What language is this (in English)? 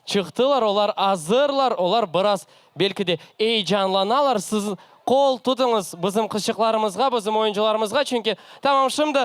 Crimean Tatar